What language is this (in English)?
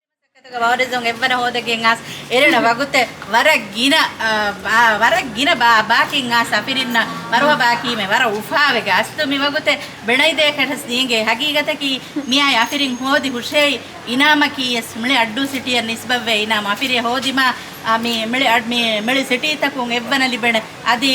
Divehi